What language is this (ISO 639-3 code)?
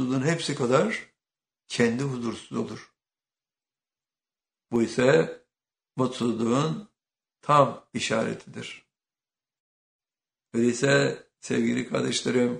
tur